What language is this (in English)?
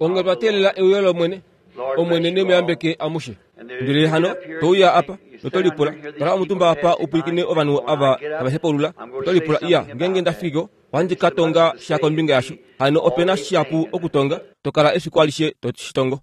Kuanyama